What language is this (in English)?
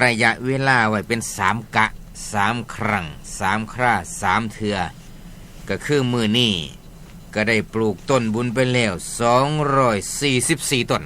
Northeastern Thai